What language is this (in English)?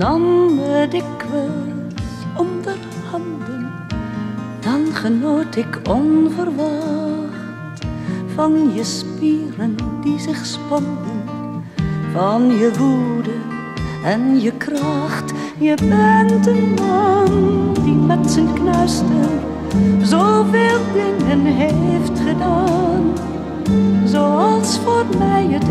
Dutch